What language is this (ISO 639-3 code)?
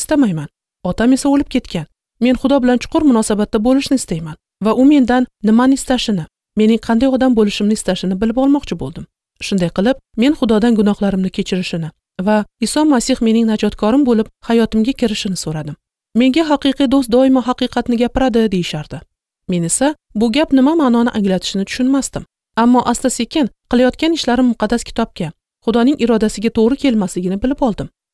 uzb